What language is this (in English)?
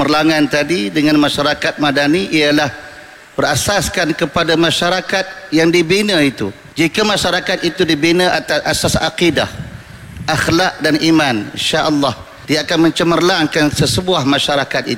Malay